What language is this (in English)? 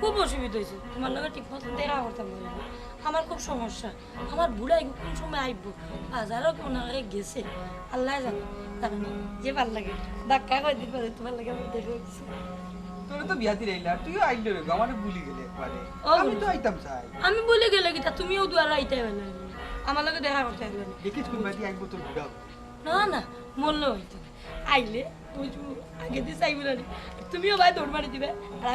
Sylheti